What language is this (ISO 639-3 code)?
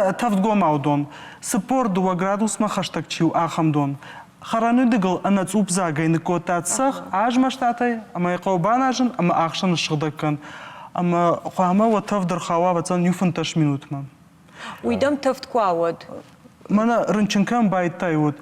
oss